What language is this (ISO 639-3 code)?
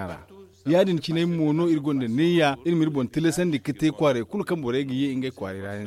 dje